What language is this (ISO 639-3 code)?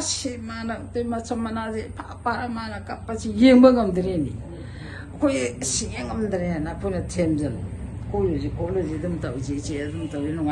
mni